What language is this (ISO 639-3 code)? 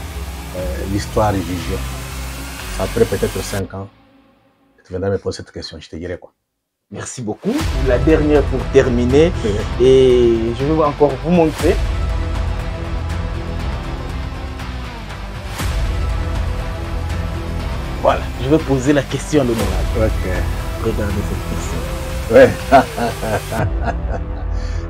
fra